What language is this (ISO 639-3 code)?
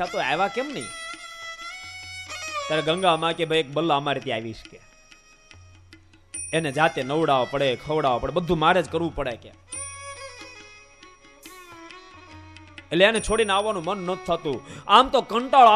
guj